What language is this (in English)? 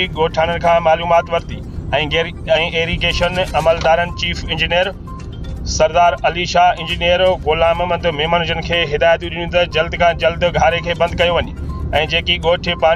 Sindhi